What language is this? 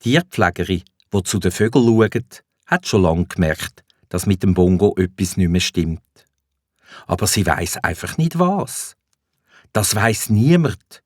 Swiss German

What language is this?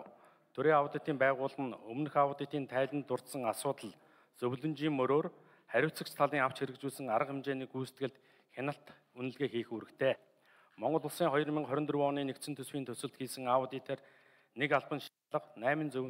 Mongolian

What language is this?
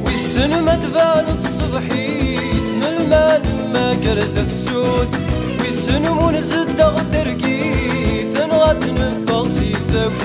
Kabyle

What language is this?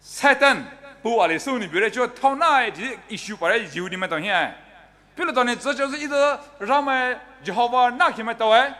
Poumei Naga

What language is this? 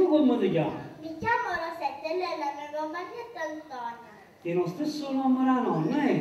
Neapolitan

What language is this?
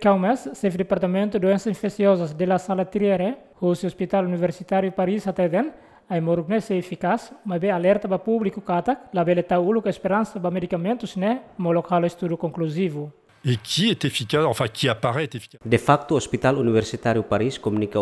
Tetum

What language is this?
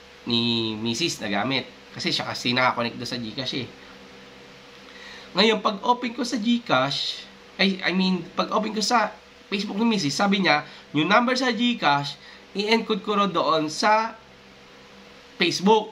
Filipino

